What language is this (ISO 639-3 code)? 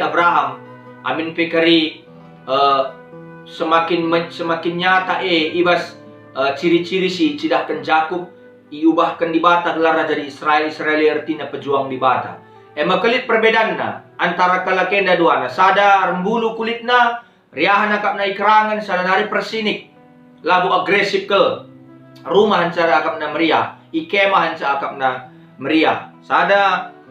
btx